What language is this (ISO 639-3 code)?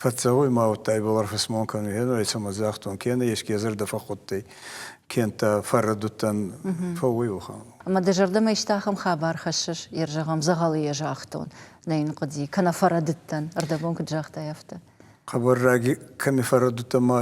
oss